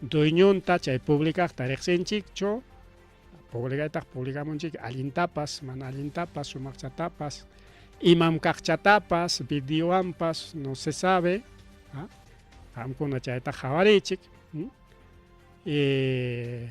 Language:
Ayacucho Quechua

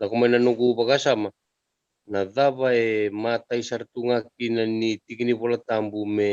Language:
Fijian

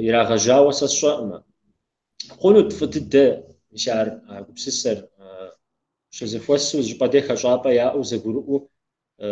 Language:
Kabardian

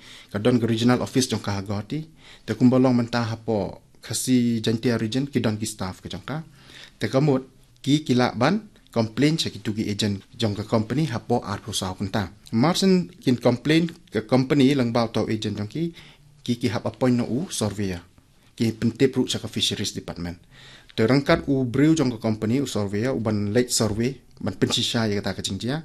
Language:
Khasi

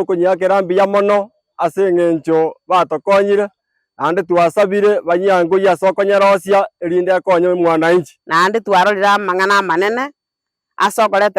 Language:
Gusii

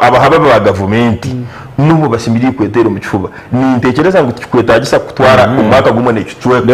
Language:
Nyankole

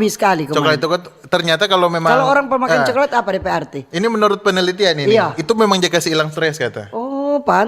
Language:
Manado Malay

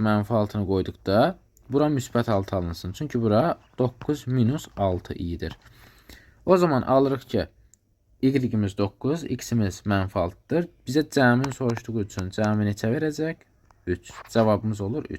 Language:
Azerbaijani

